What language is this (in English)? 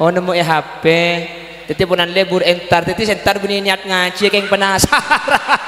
Madurese